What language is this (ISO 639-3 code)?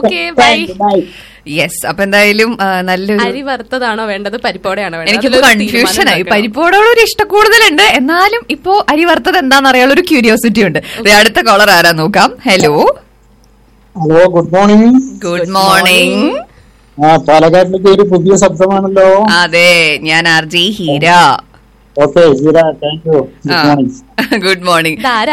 mal